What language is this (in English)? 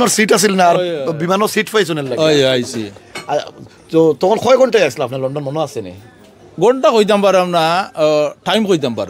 Sylheti